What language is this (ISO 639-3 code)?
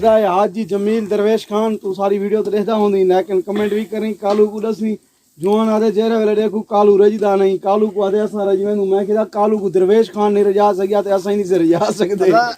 skr